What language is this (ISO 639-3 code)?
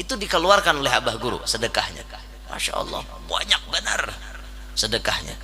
bjn